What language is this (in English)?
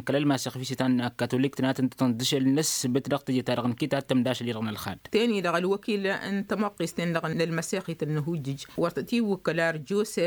Tamasheq